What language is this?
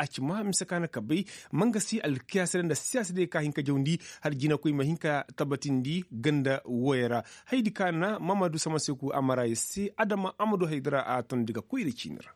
Koyraboro Senni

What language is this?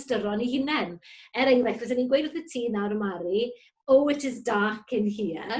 Welsh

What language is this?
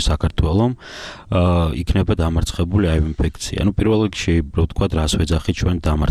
Georgian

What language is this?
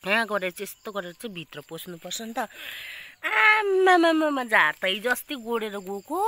Nepali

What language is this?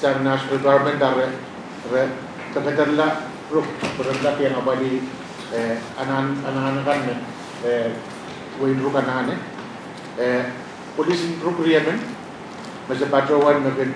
Pohnpeian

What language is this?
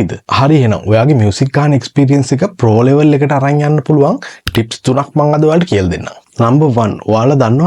Sinhala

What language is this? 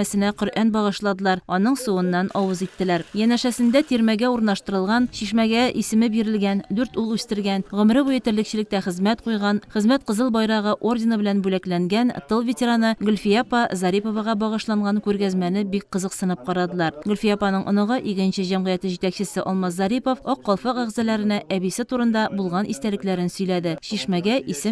Tatar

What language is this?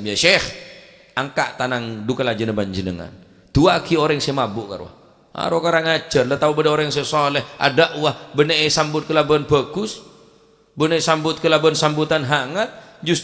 Madurese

